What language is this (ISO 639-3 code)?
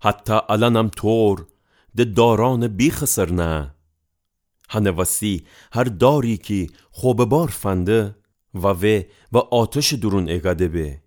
glk